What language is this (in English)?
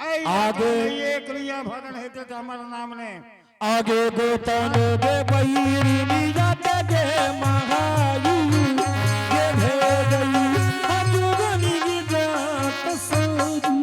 Angika